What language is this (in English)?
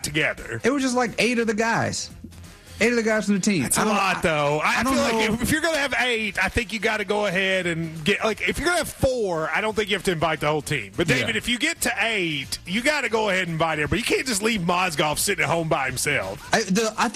English